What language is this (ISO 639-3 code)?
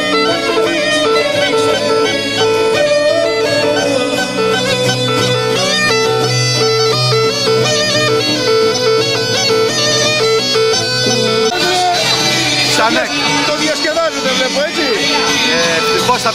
ell